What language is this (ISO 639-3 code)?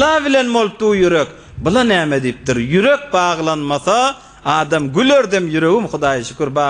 tuk